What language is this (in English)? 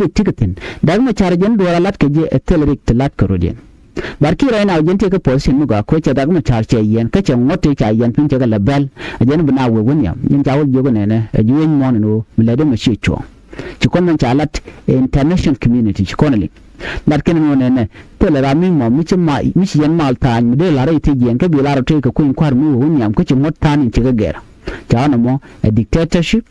Nuer